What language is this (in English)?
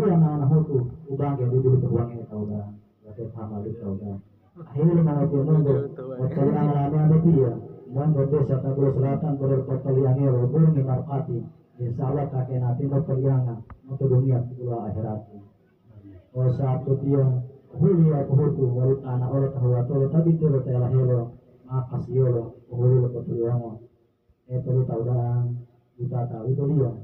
Gorontalo